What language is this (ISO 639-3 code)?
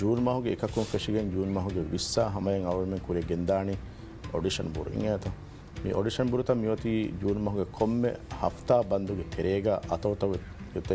div